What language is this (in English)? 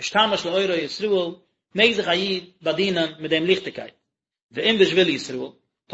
Yiddish